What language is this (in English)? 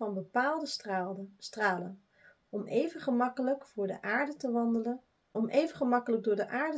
Dutch